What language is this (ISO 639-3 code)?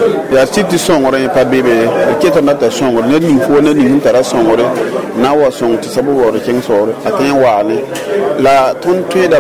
mos